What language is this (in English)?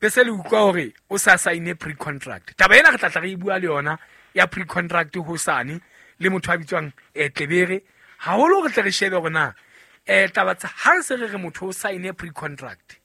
Southern Sotho